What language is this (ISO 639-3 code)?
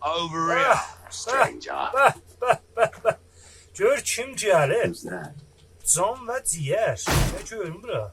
azb